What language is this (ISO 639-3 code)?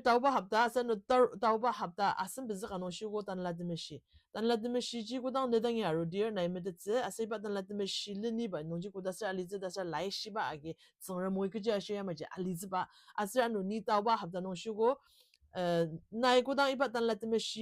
njo